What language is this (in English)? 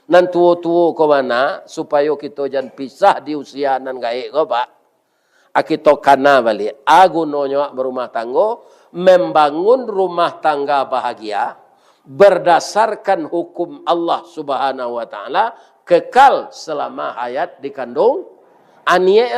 Minangkabau